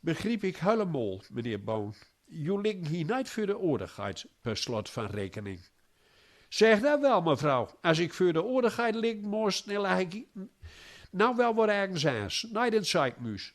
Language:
Gronings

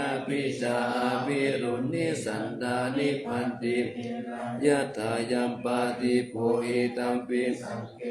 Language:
Pali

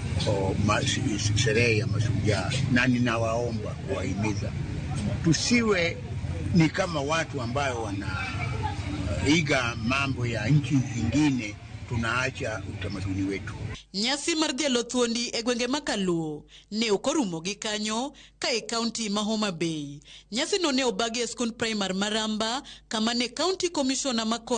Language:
Luo (Kenya and Tanzania)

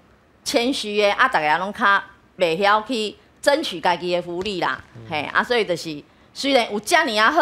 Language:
Min Nan Chinese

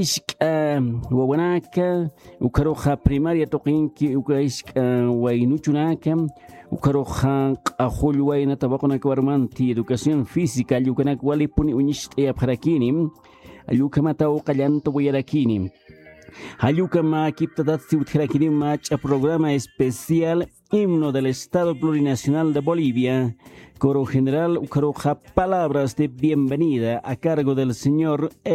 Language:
Aymara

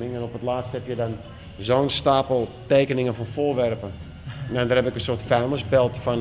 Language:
Dutch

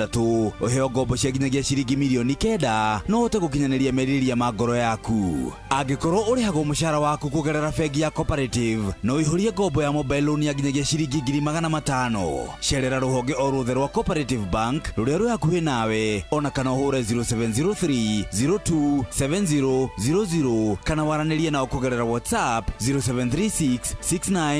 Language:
Kikuyu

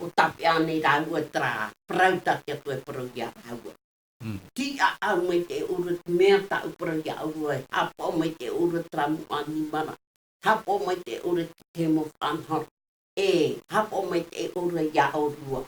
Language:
Tahitian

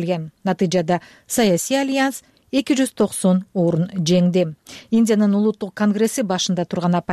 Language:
Kyrgyz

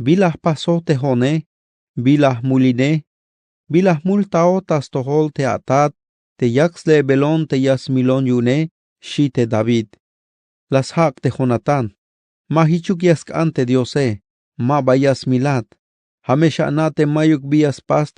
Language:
Tzeltal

